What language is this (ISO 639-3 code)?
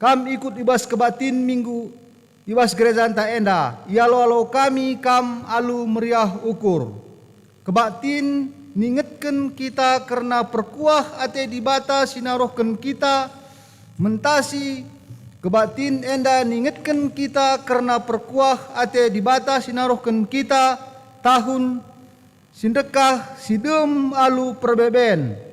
btx